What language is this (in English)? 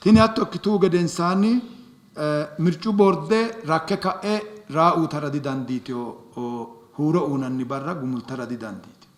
Sidamo